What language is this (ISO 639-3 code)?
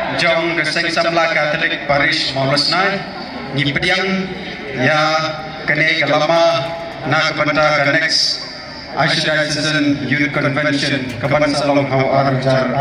kha